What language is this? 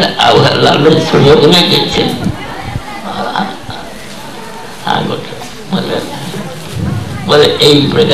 Odia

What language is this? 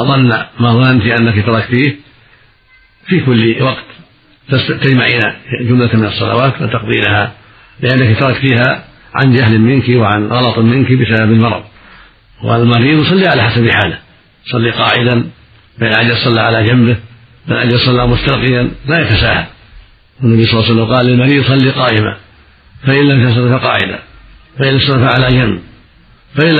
Arabic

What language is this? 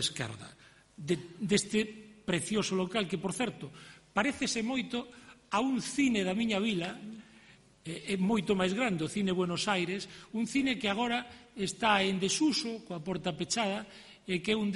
Galician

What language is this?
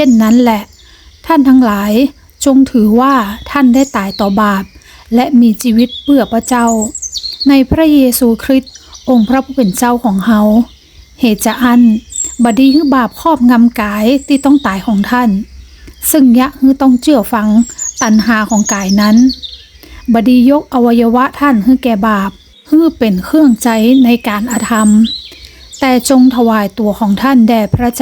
Northern Thai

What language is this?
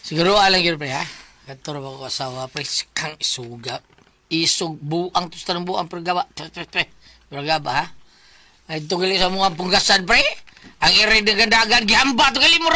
Cebuano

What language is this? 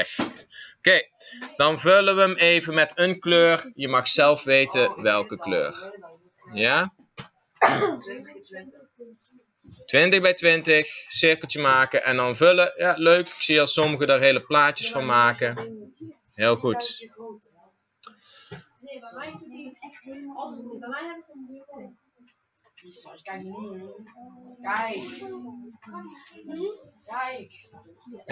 Dutch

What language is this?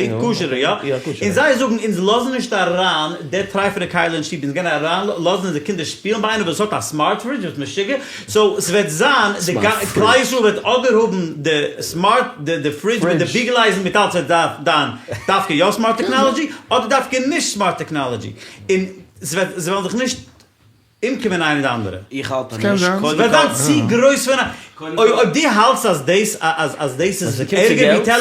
Yiddish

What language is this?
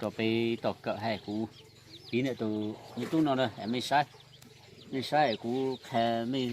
Hmong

